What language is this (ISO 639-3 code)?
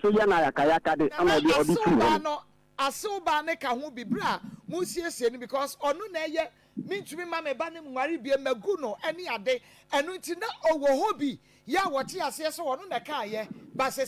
aka